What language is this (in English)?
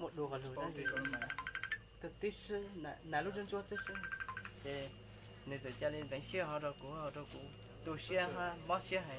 Hmong